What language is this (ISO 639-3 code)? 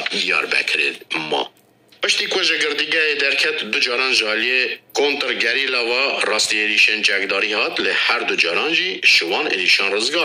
kur